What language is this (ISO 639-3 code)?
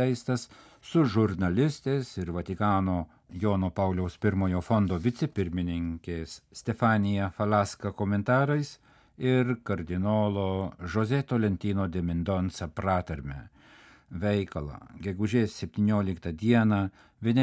lit